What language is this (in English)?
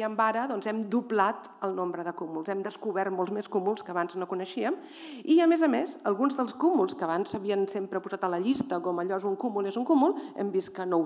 Catalan